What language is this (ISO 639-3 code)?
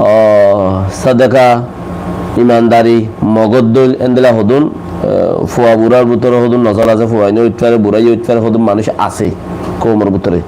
rhg